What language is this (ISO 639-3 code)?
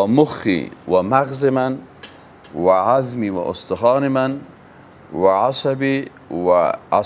fas